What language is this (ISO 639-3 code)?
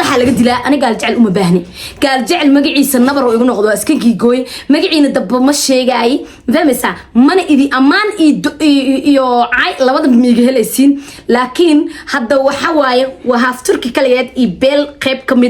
som